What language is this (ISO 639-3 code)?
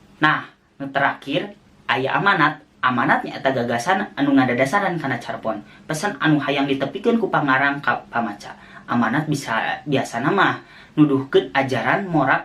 sun